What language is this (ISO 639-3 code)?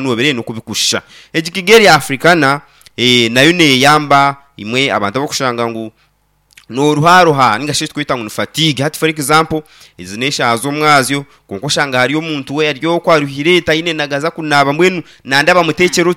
nyn